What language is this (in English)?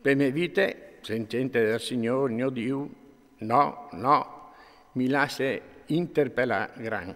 Friulian